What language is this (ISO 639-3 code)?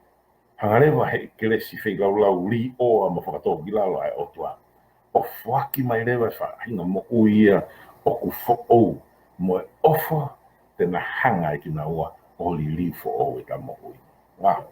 ton